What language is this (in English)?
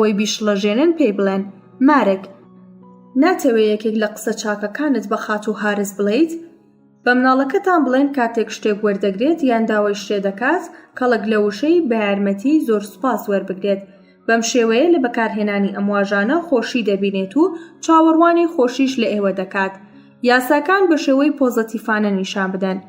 Central Kurdish